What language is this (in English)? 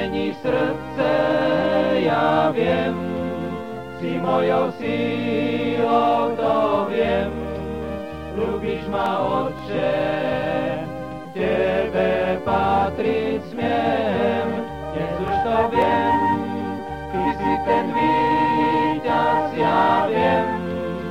Slovak